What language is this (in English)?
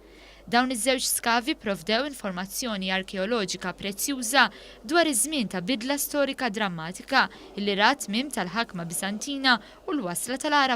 Maltese